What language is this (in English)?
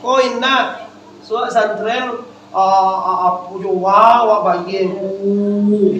Minangkabau